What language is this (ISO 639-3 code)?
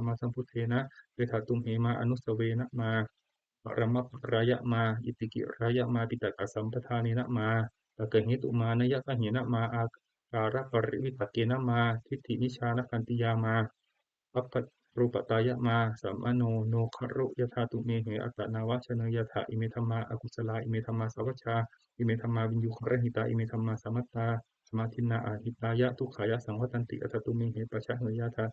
pli